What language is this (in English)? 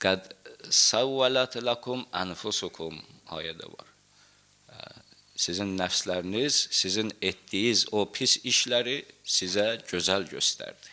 Azerbaijani